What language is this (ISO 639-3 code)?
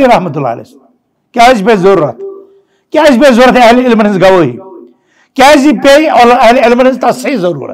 kas